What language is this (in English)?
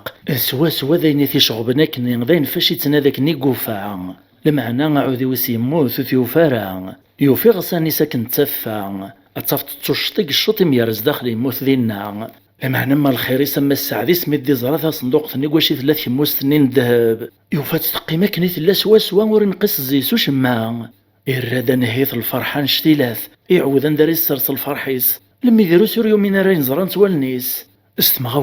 Kabyle